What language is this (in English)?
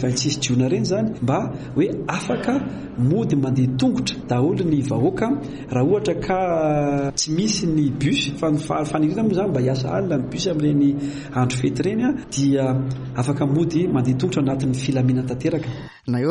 Malagasy